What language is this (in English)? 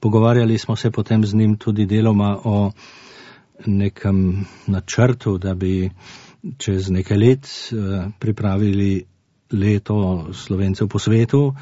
Slovenian